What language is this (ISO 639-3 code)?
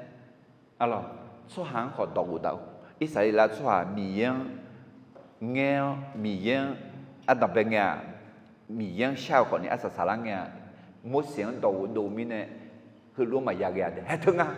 ahk